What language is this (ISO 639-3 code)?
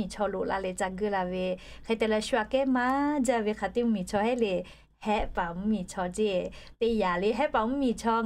lhu